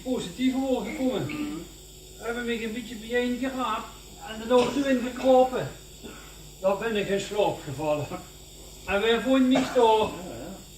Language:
Limburgish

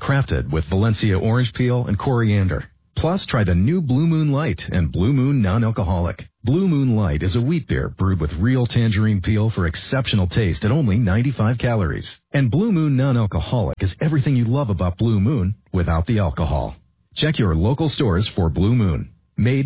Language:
English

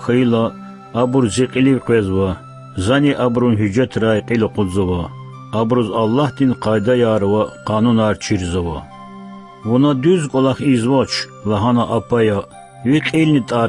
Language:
Lezghian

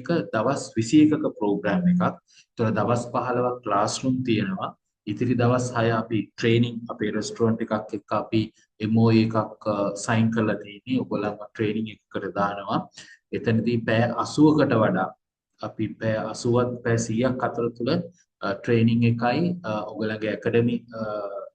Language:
Sinhala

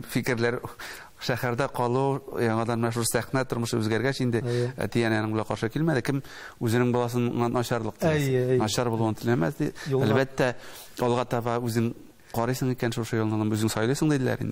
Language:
Tatar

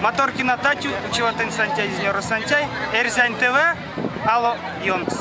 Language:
Erzya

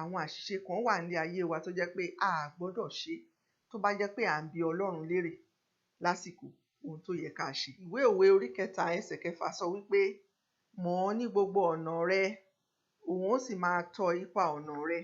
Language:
Yoruba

